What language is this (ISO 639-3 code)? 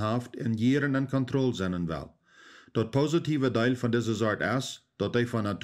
pdt